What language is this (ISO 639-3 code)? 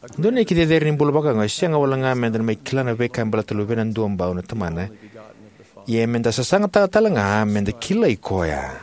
fij